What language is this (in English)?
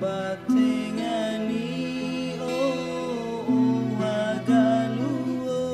Nias